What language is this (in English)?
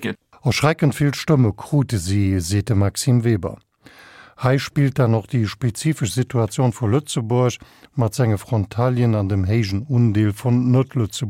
Luxembourgish